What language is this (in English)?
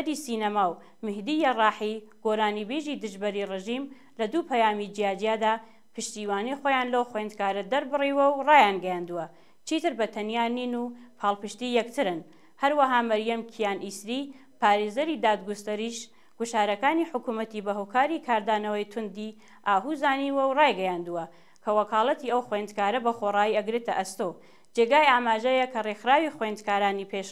Central Kurdish